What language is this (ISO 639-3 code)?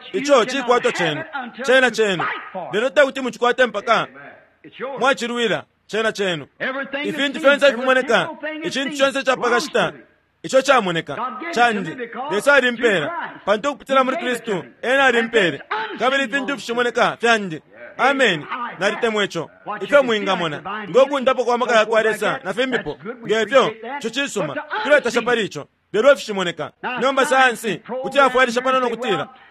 bem